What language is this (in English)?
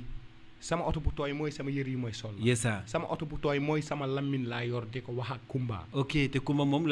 Wolof